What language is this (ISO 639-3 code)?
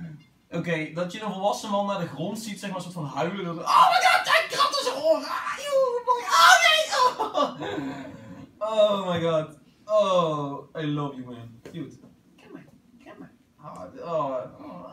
nld